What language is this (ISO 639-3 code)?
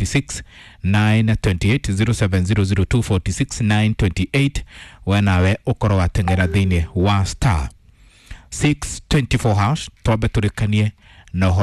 kik